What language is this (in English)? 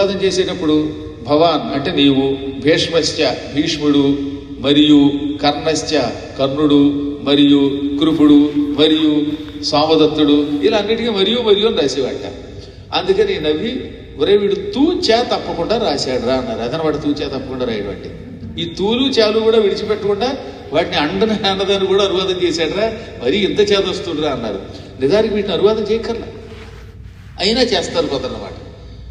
Telugu